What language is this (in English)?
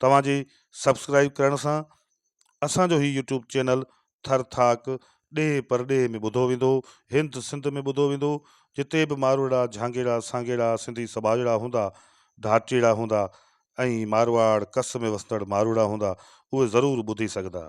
Sindhi